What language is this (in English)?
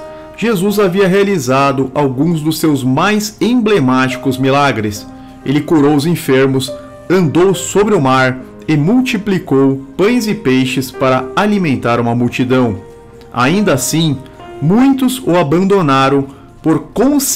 Portuguese